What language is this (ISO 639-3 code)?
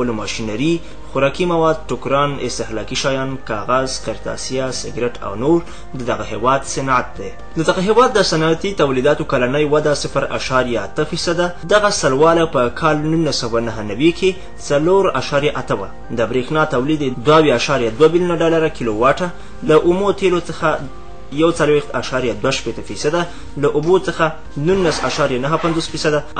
pus